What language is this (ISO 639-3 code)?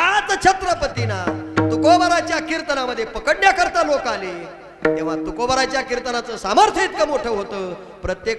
mar